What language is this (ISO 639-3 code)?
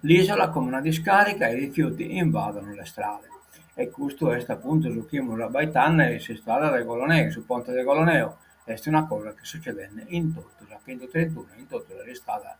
srd